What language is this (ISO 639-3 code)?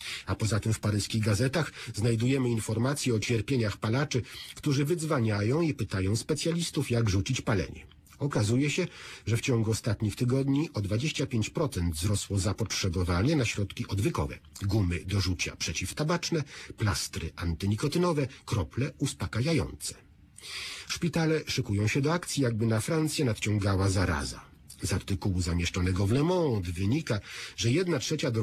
pol